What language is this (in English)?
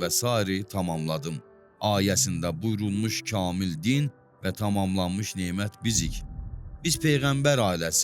Azerbaijani